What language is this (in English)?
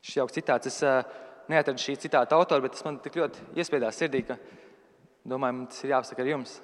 Latvian